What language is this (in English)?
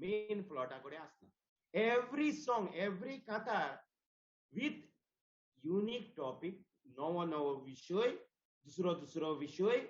Konkani